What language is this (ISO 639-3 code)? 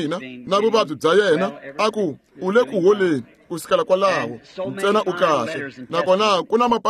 tso